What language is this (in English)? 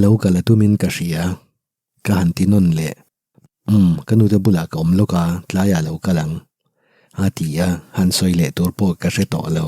Mizo